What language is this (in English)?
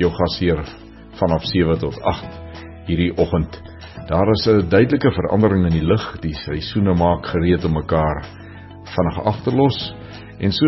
Afrikaans